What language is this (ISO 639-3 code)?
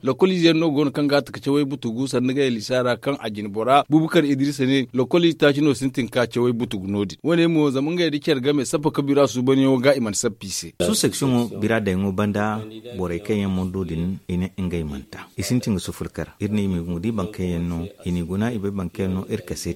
dje